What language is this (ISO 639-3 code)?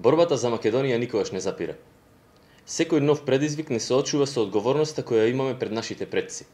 mkd